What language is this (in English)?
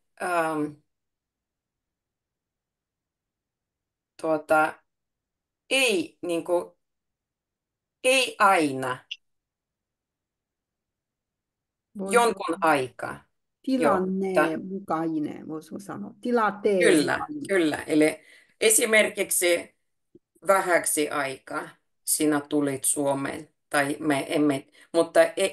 Finnish